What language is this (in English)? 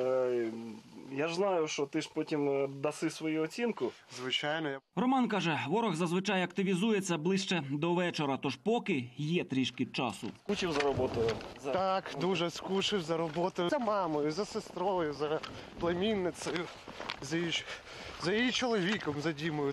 Ukrainian